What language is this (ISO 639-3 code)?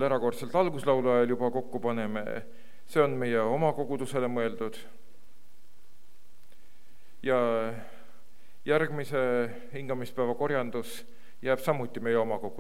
est